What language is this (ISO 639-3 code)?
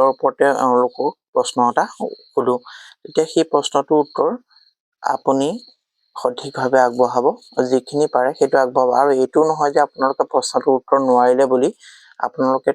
asm